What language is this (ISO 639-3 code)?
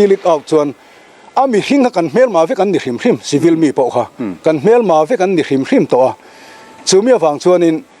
lus